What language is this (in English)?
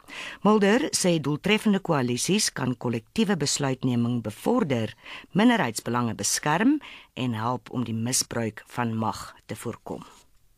Afrikaans